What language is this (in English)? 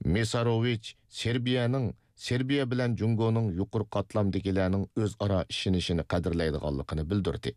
Uyghur